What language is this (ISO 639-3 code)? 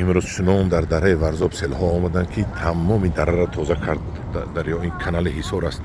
tgk